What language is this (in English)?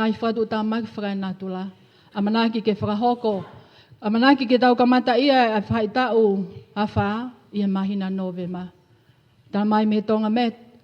Tongan